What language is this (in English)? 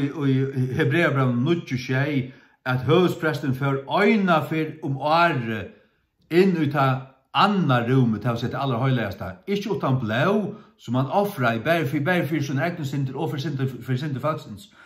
Faroese